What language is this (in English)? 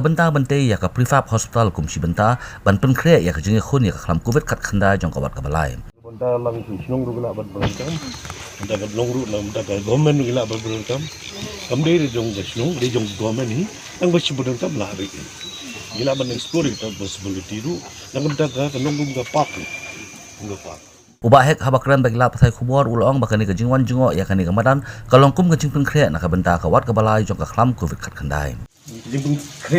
Khasi